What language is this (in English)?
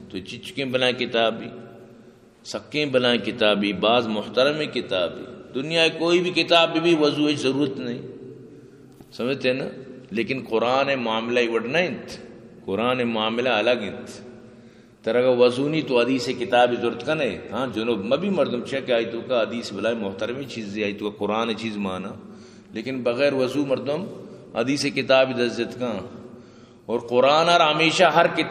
Eastern Balochi